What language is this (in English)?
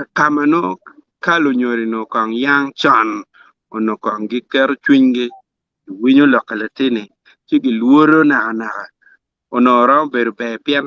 Acoli